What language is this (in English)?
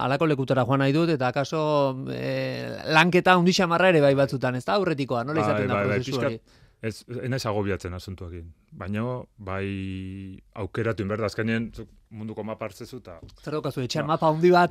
Basque